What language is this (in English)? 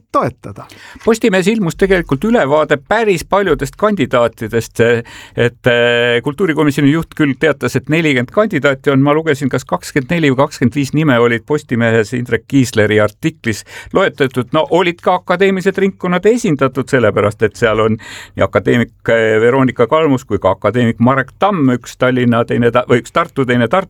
Estonian